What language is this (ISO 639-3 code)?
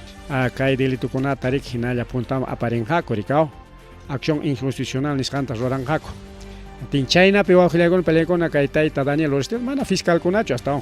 quy